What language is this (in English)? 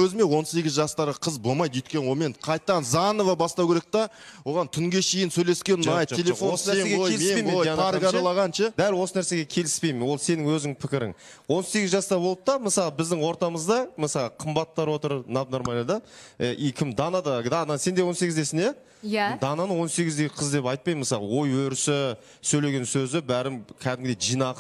Kazakh